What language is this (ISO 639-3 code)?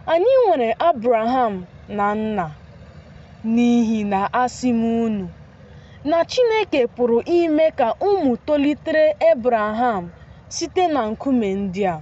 ibo